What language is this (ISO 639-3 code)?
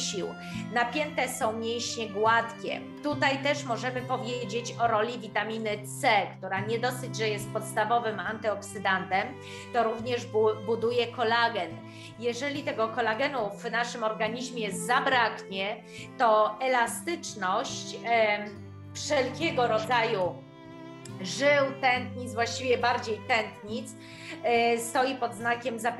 pol